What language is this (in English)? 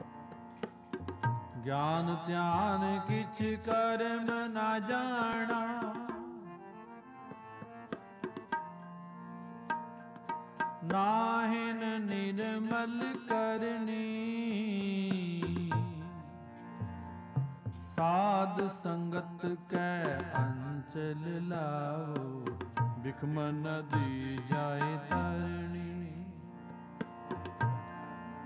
Punjabi